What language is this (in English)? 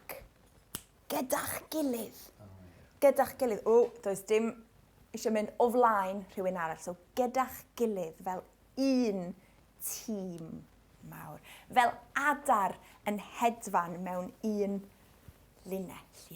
Welsh